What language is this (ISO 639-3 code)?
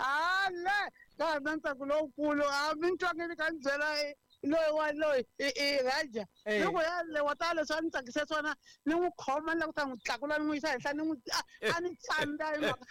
tso